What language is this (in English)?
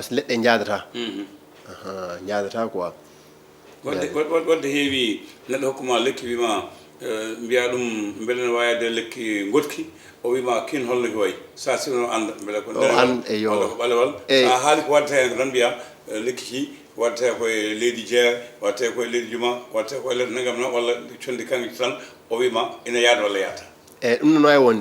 Fula